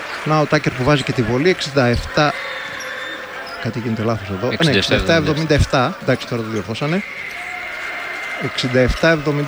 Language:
Greek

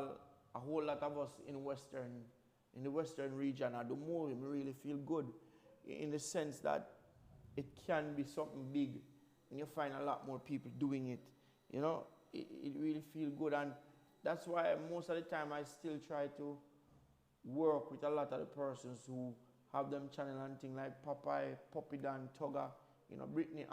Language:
Jamaican Creole English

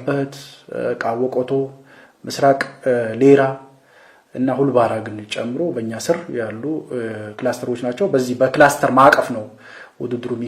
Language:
Amharic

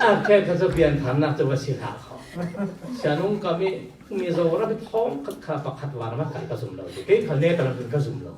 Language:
Falam Chin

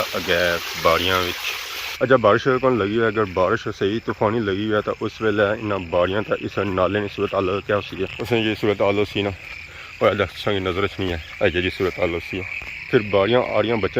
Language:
Pahari-Potwari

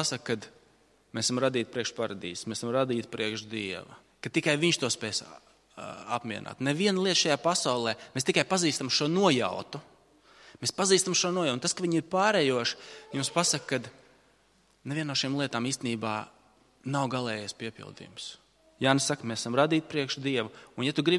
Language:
Latvian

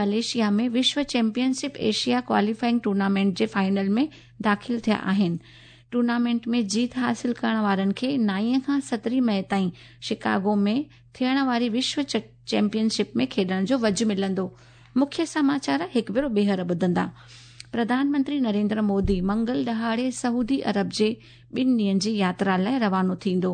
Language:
Sindhi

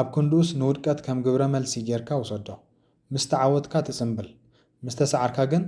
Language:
Tigrinya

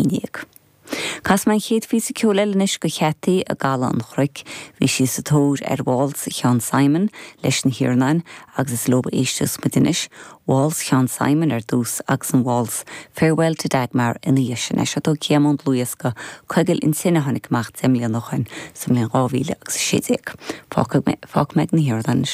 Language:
Irish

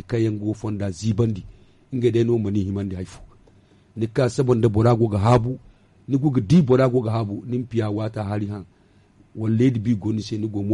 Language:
Zarma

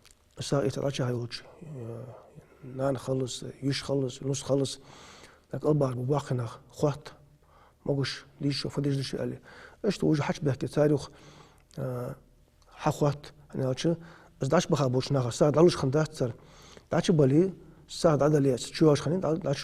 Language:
Ingush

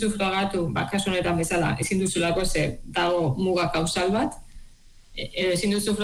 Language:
Basque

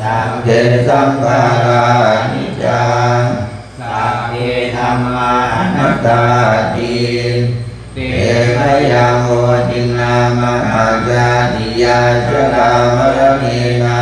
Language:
Pali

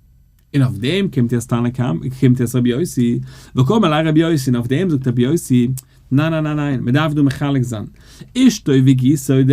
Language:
Yiddish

